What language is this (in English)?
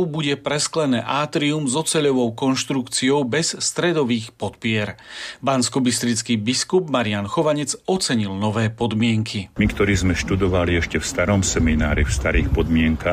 Slovak